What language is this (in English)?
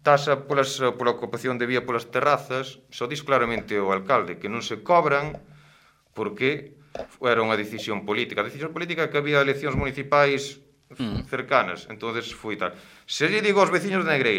Galician